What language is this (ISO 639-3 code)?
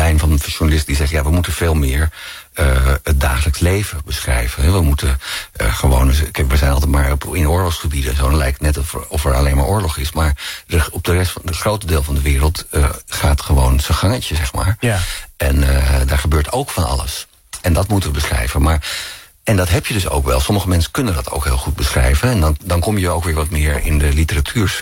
nld